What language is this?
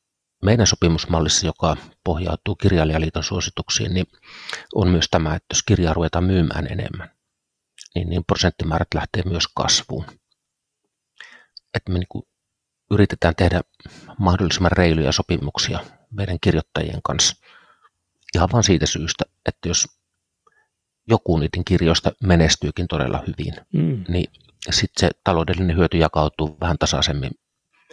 Finnish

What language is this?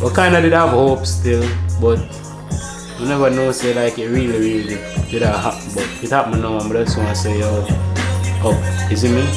Jamaican Creole English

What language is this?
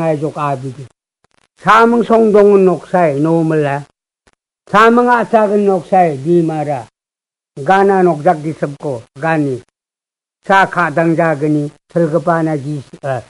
Garo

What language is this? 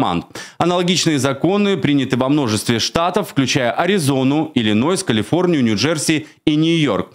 Russian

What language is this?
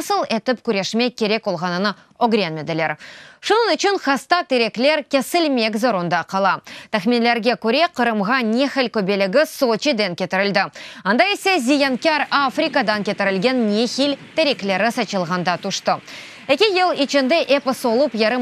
Crimean Tatar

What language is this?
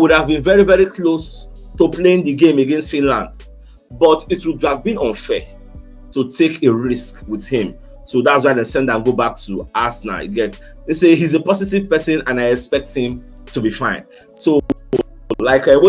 Nigerian Pidgin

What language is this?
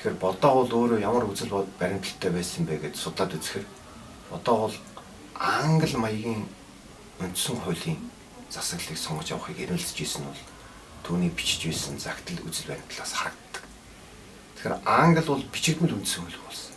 Mongolian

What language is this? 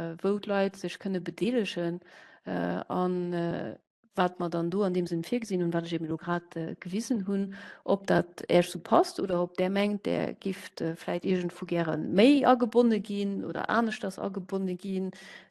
Luxembourgish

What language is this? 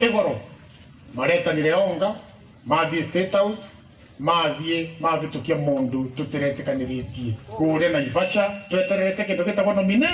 Meru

